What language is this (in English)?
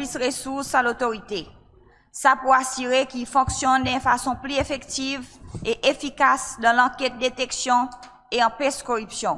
Seselwa Creole French